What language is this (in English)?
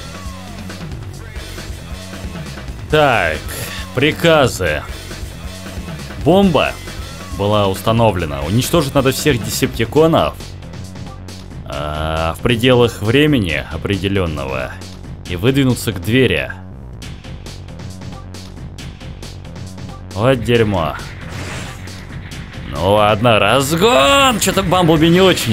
Russian